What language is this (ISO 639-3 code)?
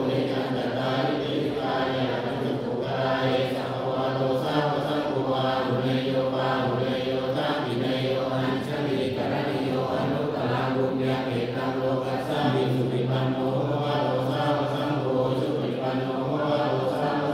pli